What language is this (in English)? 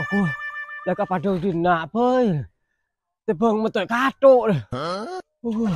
Madurese